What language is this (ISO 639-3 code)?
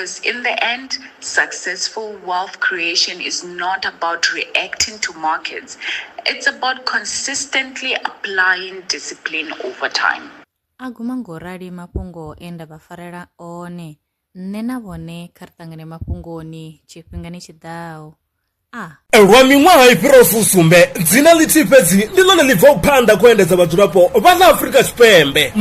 ven